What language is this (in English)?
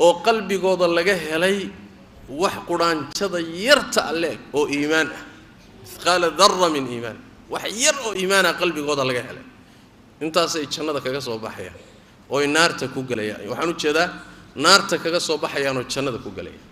Somali